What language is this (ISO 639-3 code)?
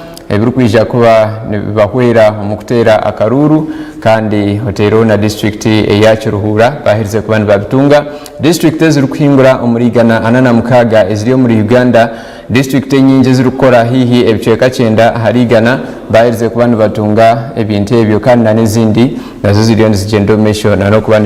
nyn